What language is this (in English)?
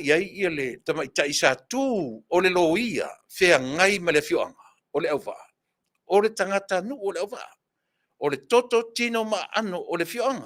Samoan